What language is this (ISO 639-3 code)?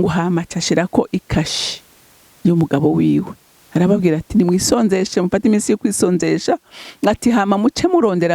run